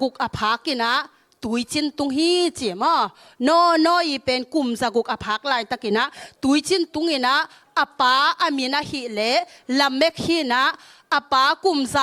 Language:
Tedim Chin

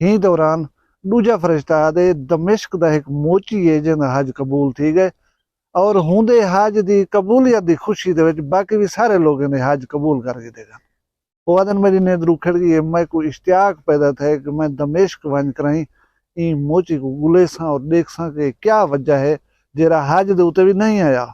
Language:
Saraiki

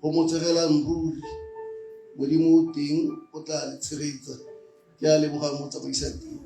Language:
Tswana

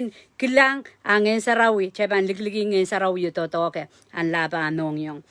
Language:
Pohnpeian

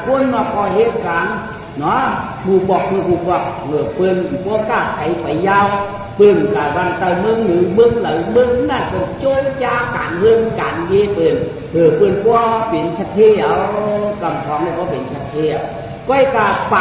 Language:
Shan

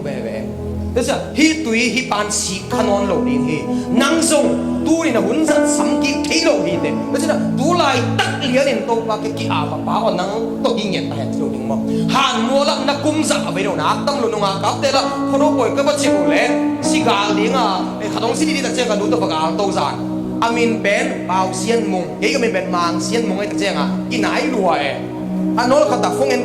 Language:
Tedim Chin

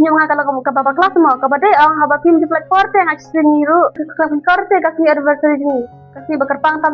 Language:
Khasi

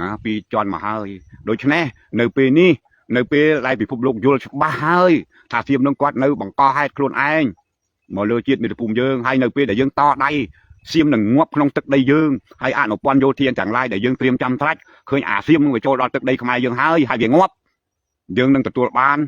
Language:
Khmer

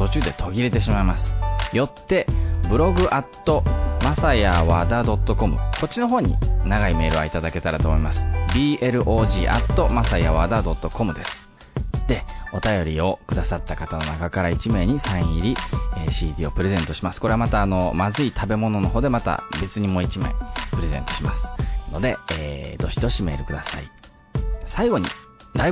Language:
Japanese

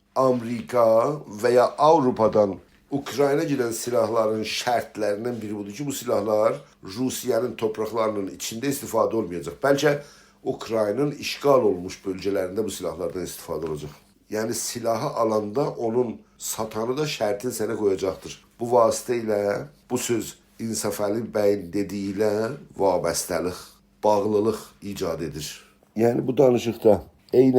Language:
South Azerbaijani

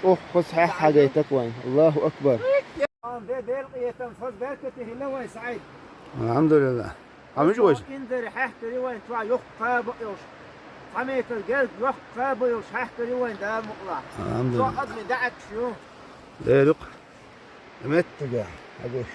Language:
Chechen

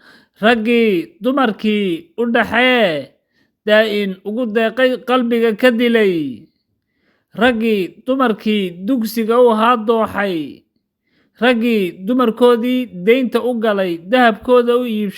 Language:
Somali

